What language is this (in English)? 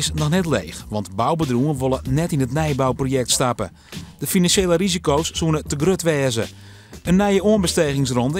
Western Frisian